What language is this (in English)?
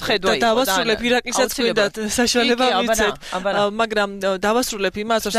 Georgian